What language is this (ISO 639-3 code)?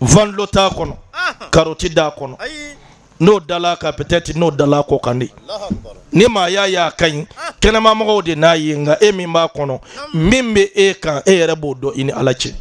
bam